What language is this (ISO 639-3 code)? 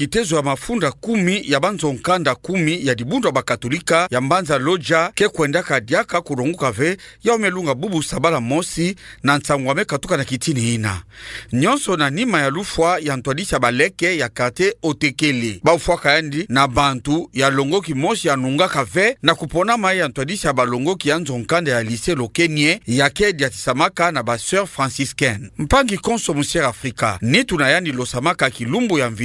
ktu